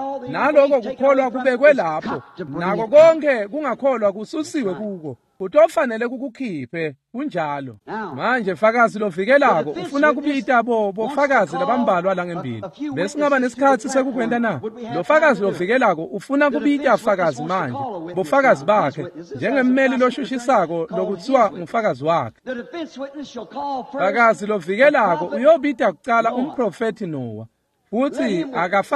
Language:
Swati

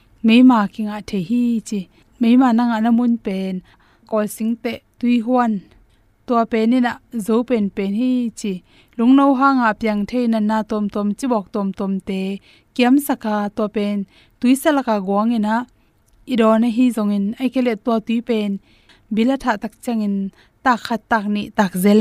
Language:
Tedim Chin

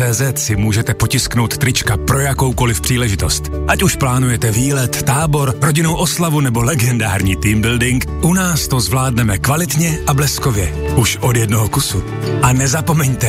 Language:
Czech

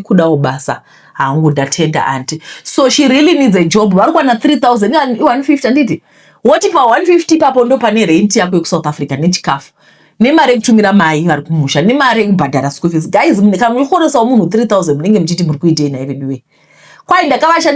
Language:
Shona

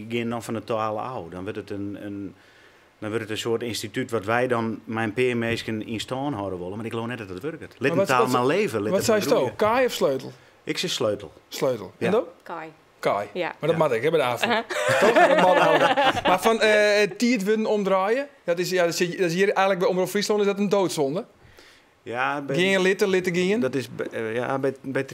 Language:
Western Frisian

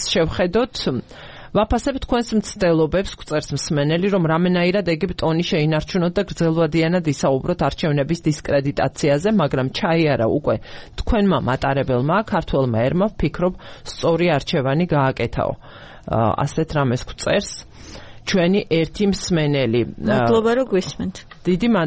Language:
Georgian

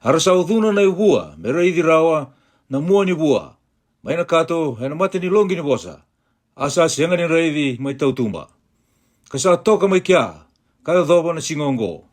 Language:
Fijian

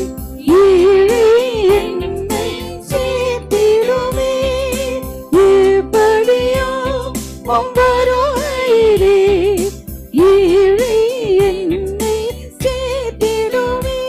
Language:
Tamil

